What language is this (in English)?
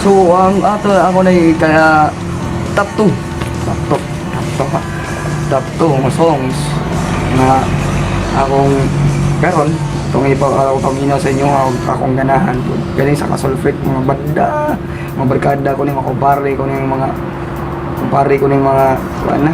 Cebuano